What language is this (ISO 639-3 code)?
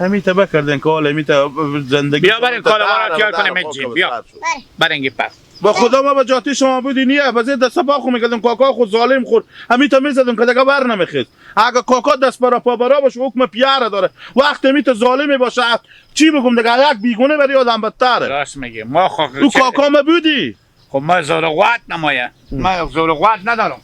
haz